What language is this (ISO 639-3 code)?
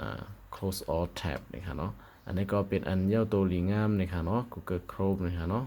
shn